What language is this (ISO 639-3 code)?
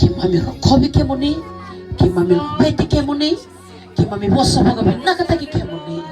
fij